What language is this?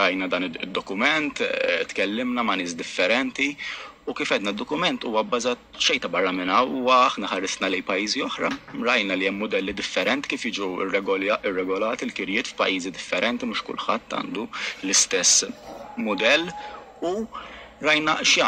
Maltese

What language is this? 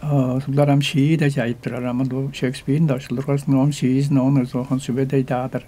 Tuvinian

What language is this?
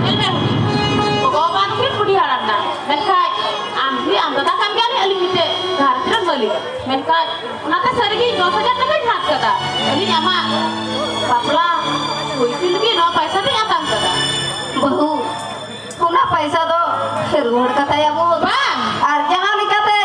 Santali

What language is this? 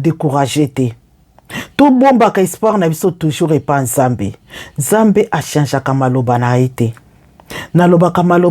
Lingala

